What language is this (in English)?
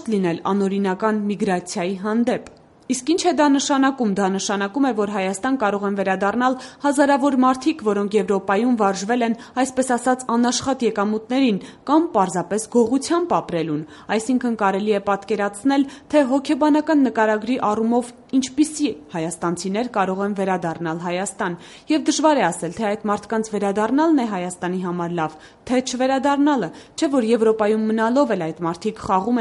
Armenian